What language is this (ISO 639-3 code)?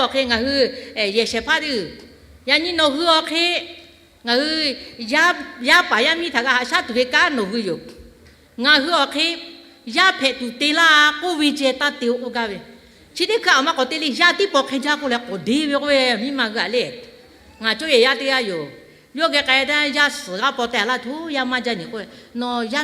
lhu